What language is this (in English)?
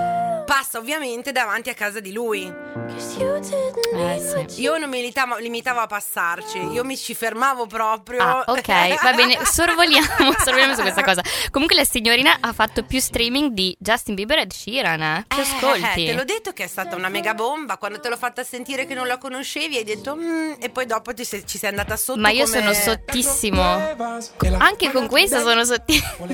Italian